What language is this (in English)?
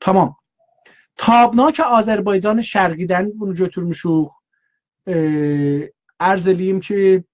South Azerbaijani